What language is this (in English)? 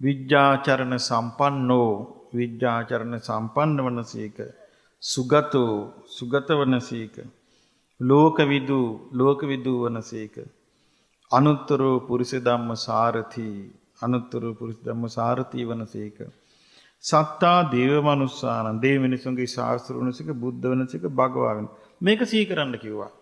Sinhala